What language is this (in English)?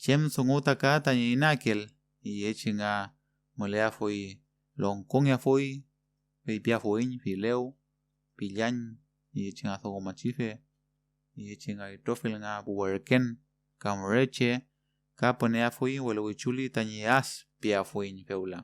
Mapuche